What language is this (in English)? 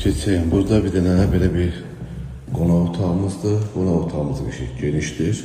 Azerbaijani